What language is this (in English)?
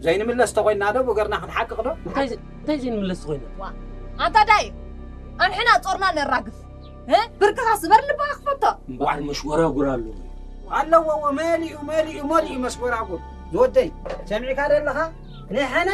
Tigrinya